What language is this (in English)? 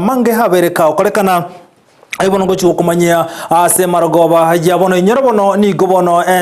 Gusii